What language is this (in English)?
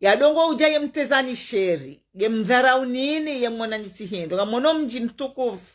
Ngazidja Comorian